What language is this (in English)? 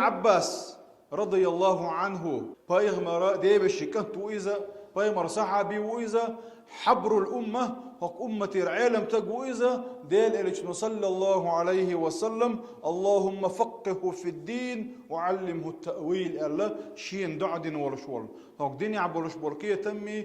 Chechen